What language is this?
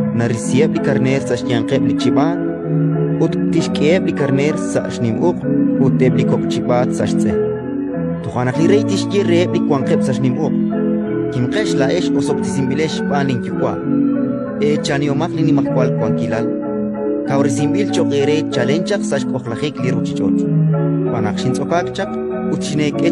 Kekchí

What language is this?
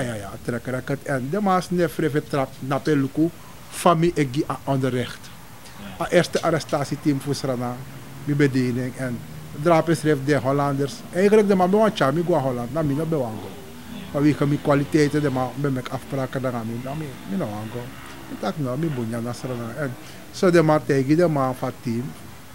Sranan Tongo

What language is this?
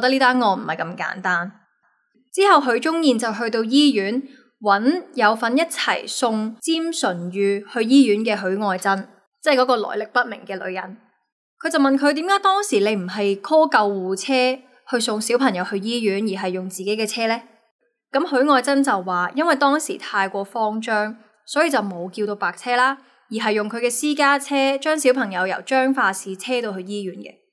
Cantonese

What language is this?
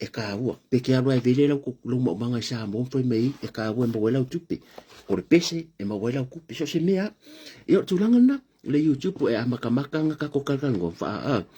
Samoan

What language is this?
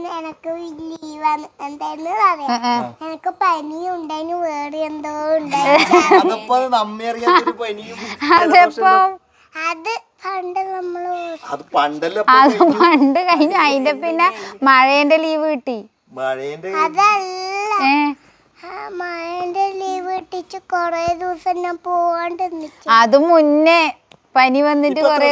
Malayalam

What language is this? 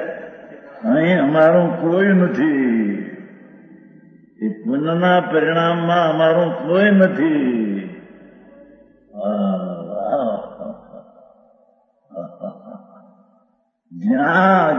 Gujarati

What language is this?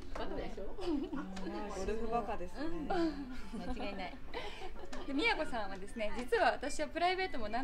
Japanese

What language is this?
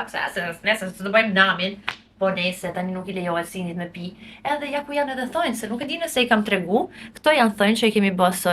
Albanian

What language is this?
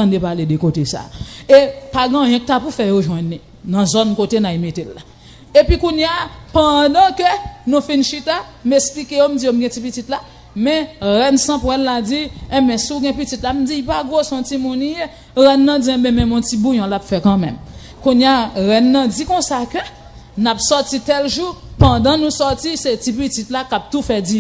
Haitian Creole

